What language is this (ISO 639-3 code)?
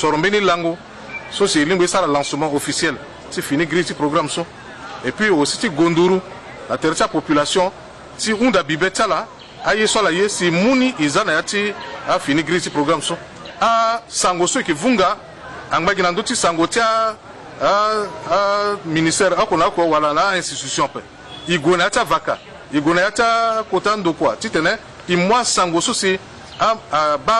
sag